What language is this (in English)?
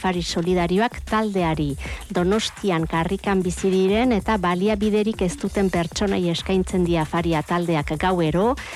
Basque